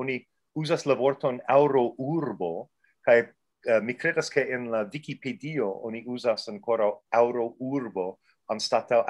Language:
Esperanto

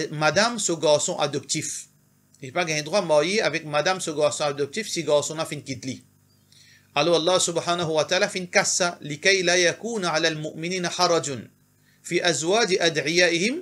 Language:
Morisyen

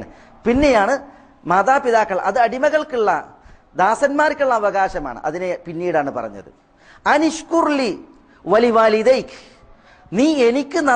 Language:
Malayalam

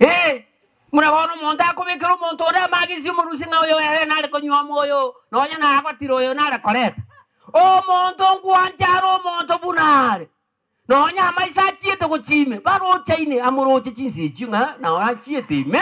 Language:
Gusii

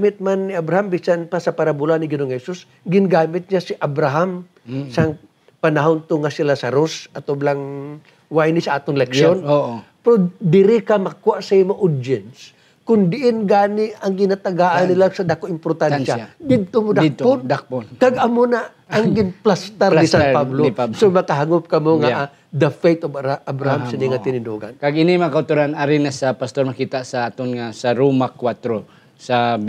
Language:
Hiligaynon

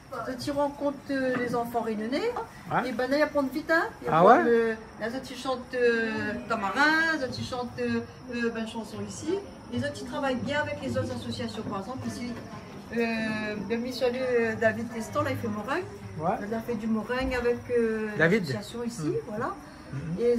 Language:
Réunion Creole French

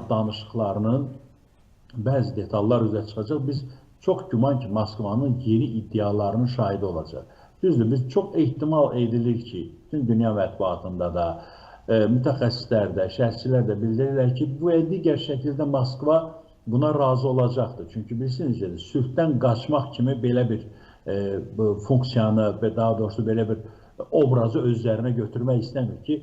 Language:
Azerbaijani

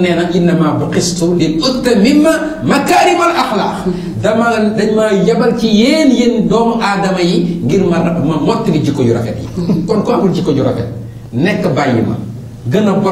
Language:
Wolof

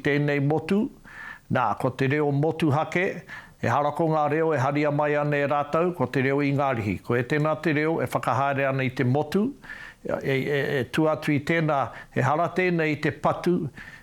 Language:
Māori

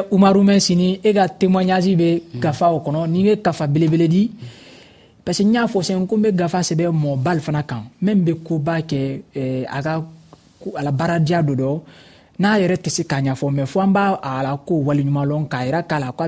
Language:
Dyula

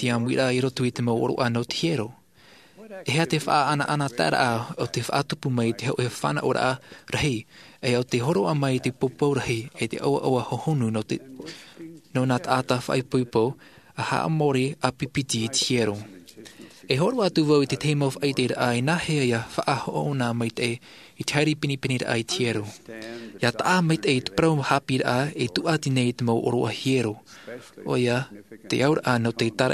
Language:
Tahitian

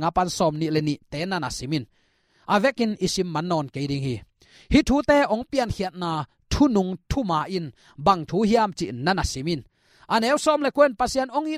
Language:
Tedim Chin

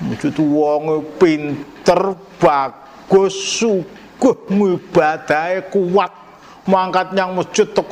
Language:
Javanese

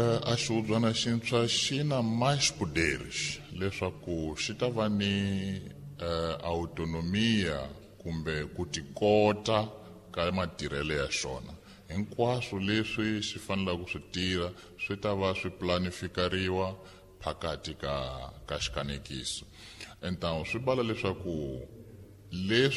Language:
Tsonga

